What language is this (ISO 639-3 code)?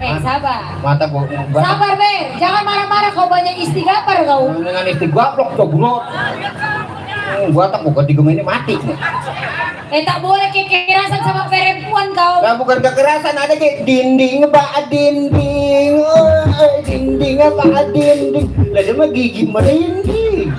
bew